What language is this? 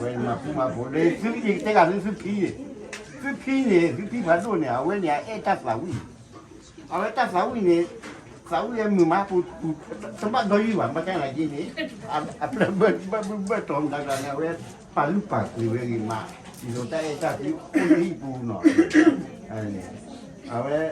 S'gaw Karen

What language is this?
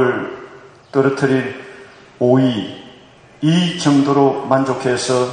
Korean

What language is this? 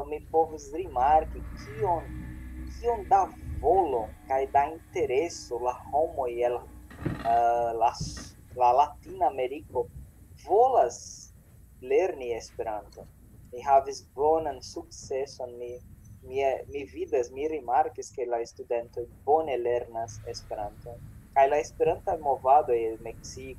Esperanto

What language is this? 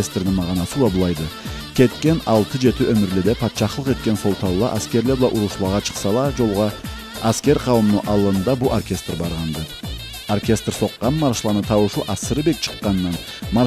Karachay-Balkar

